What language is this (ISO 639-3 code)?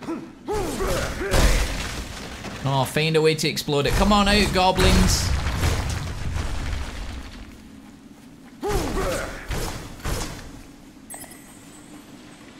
eng